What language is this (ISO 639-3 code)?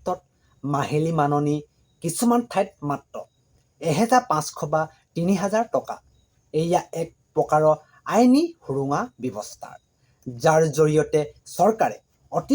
asm